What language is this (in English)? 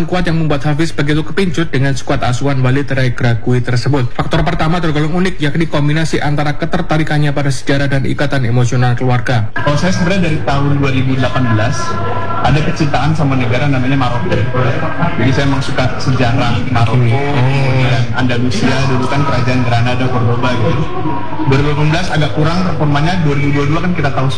Indonesian